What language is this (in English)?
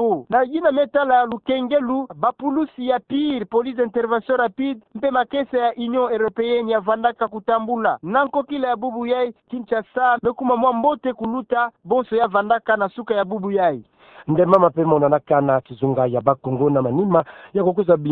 Kituba (Democratic Republic of Congo)